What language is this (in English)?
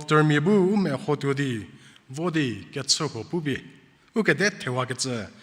Angami Naga